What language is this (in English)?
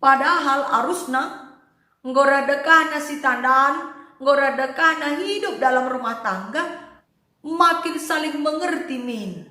Batak Karo